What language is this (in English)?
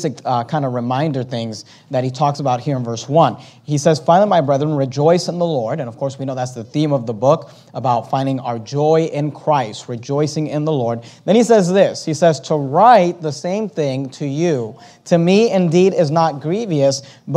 English